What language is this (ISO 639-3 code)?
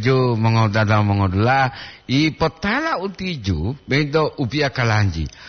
gor